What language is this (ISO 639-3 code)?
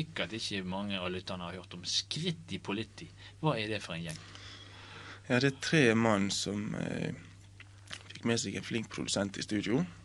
nor